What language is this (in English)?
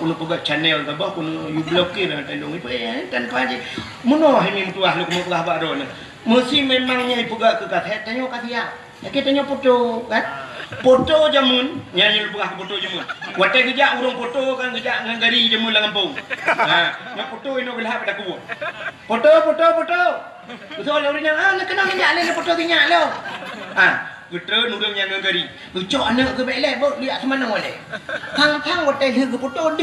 Achinese